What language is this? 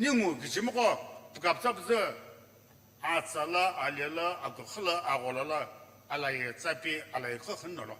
Sumi Naga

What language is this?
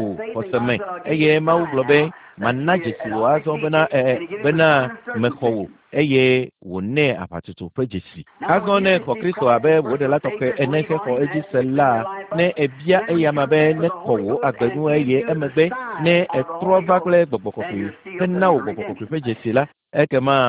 Ewe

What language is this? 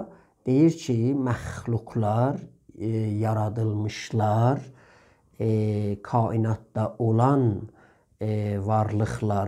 South Azerbaijani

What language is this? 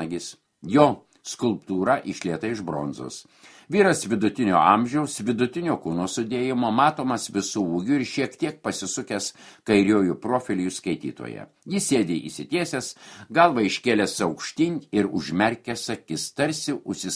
Lithuanian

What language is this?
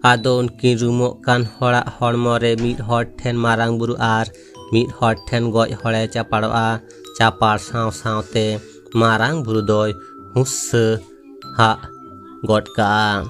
Santali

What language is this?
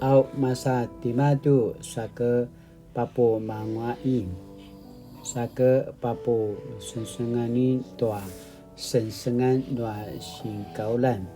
Paiwan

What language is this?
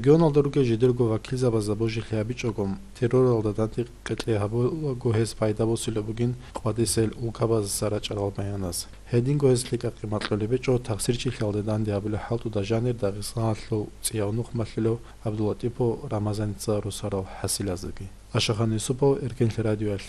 Avaric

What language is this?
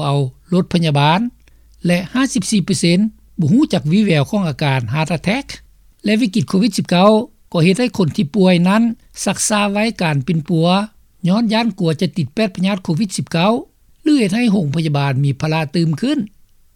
Lao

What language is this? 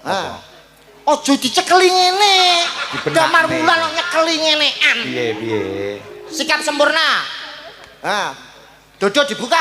Javanese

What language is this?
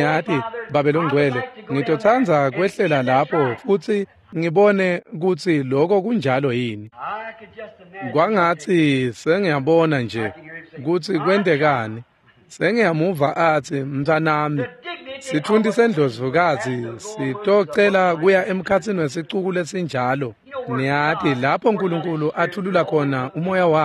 Swati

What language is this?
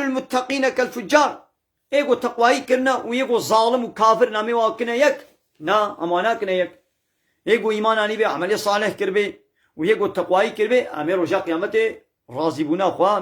Kurdish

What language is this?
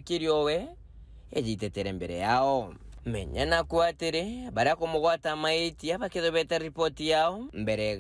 Meru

